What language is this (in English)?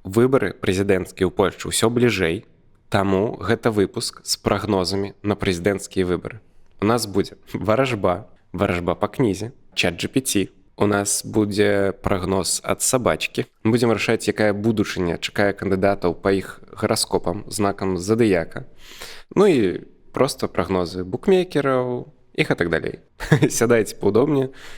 Belarusian